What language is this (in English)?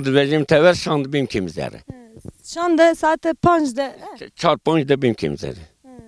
Zaza